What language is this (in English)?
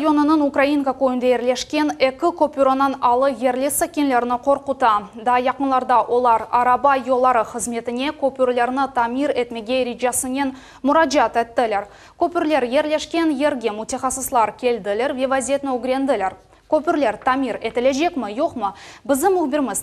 Crimean Tatar